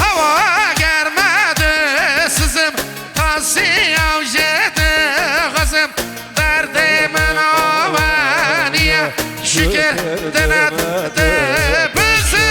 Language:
Kurdish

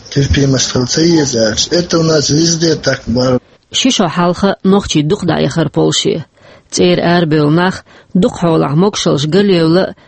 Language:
Chechen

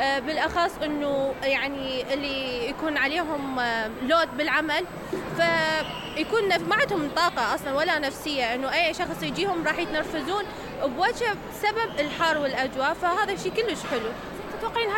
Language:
Mesopotamian Arabic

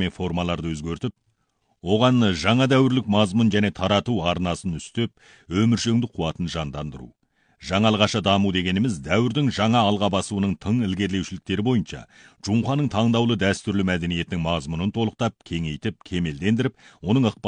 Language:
Kazakh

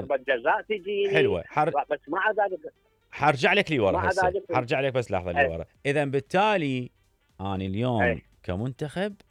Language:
Mesopotamian Arabic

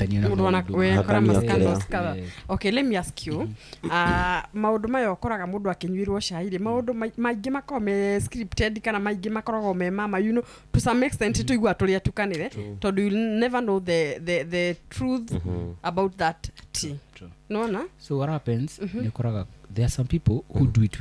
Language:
Kikuyu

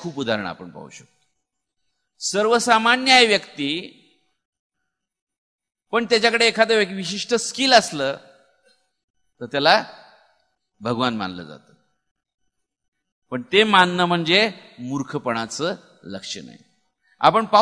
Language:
Marathi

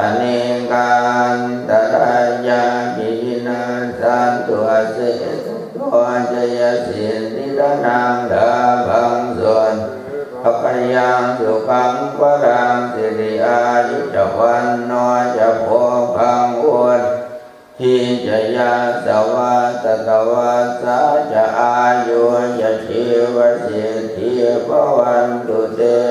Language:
Pali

